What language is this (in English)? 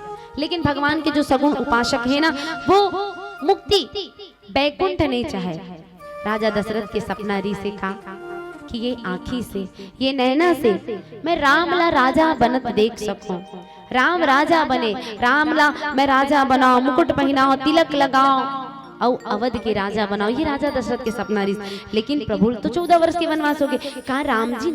Chhattisgarhi